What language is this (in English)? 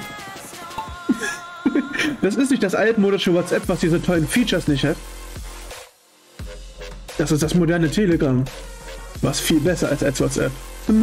German